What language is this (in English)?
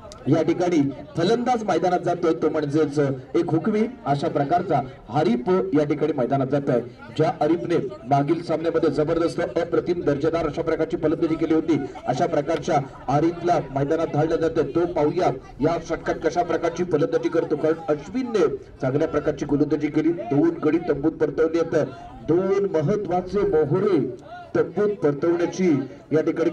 Marathi